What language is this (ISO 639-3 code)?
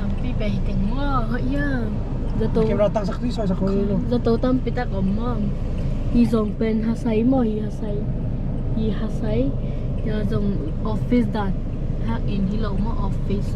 ctd